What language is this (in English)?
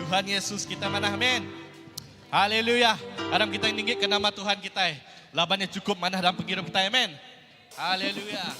Iban